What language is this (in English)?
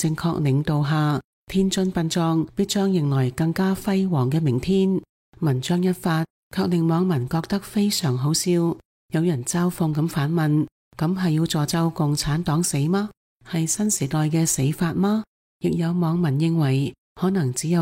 Cantonese